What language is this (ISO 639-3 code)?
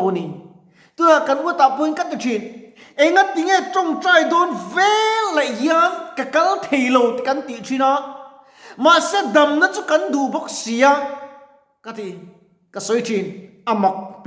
lus